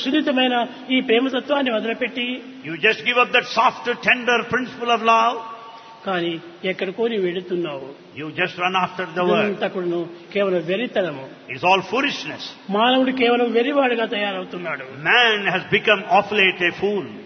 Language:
Telugu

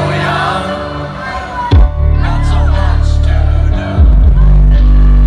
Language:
English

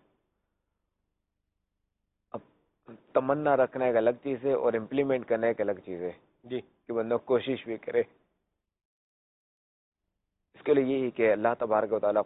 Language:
Urdu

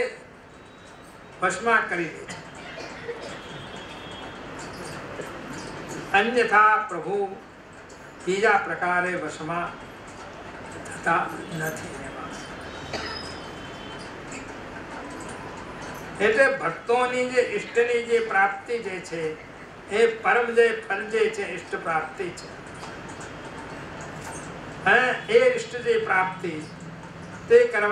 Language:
Gujarati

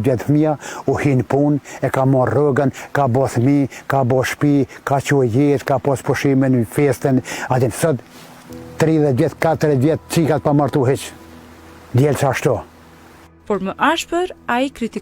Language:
Albanian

